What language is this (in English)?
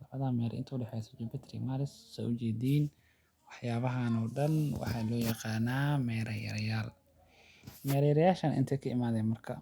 Somali